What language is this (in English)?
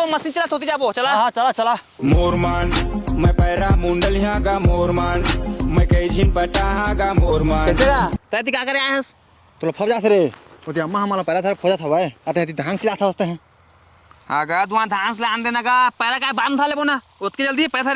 Chhattisgarhi